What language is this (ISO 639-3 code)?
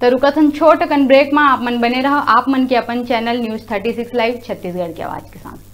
hne